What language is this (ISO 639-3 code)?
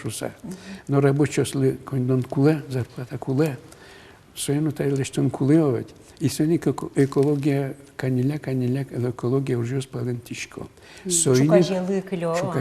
udm